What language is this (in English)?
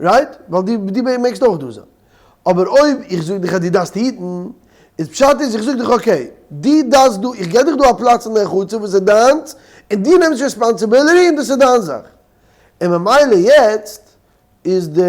Yiddish